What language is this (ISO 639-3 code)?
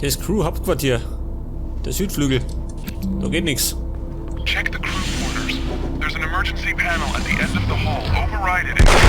bar